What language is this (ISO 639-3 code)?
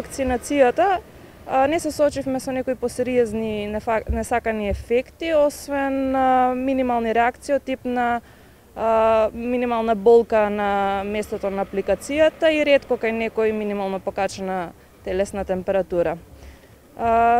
mkd